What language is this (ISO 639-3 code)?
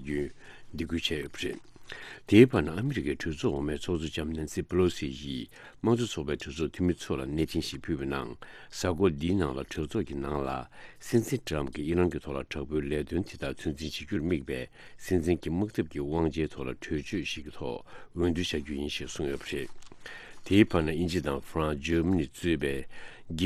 bod